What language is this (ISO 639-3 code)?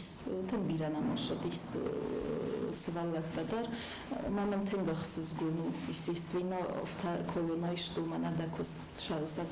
oss